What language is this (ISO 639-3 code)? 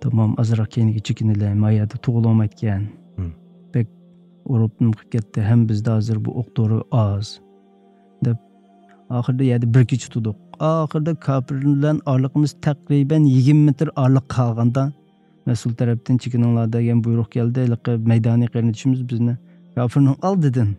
uig